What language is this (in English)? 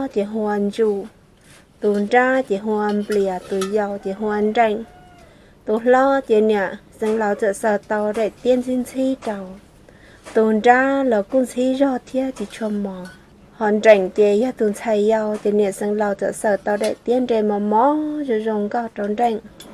Hmong